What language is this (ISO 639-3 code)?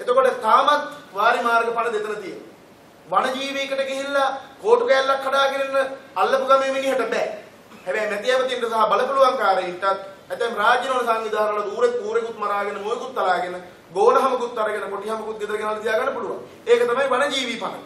sin